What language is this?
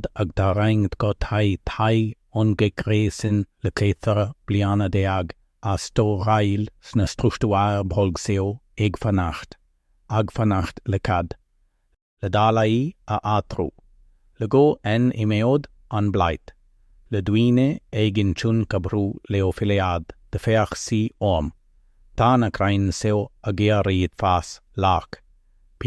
Irish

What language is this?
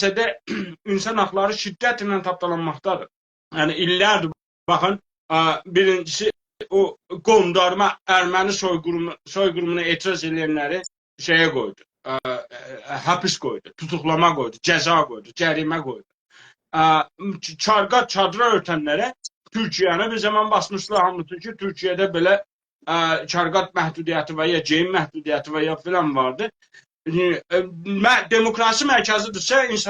South Azerbaijani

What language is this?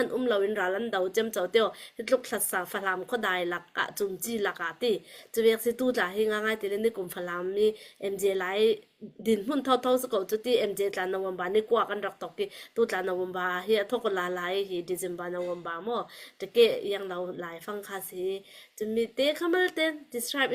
Falam Chin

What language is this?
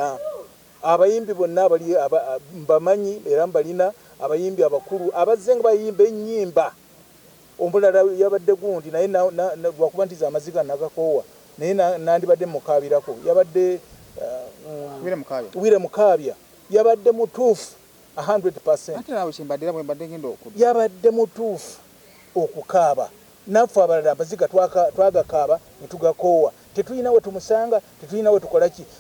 Ganda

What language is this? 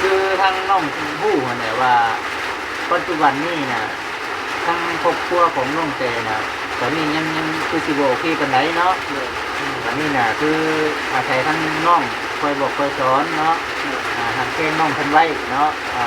Northeastern Thai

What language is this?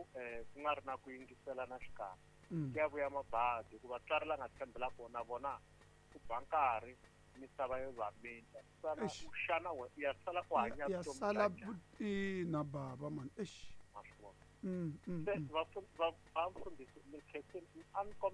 Tsonga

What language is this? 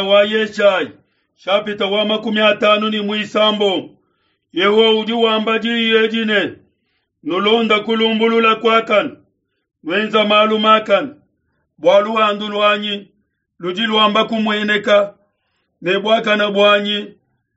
Luba-Lulua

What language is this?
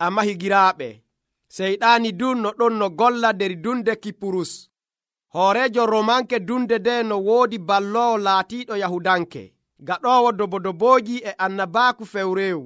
Nigerian Fulfulde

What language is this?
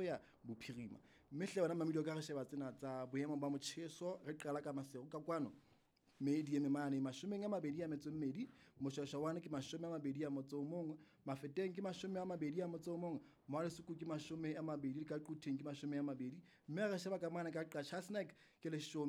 Southern Sotho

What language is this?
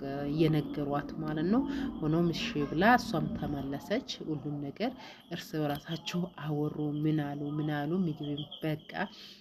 Amharic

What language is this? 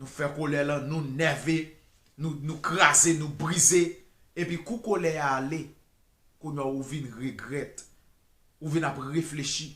Haitian Creole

